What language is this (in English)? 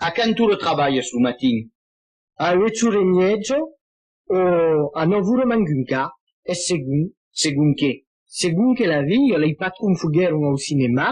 Occitan